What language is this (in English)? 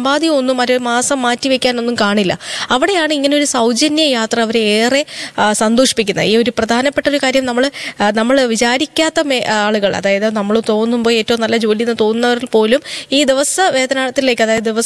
Malayalam